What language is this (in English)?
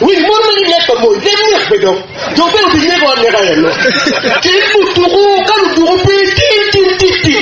Acoli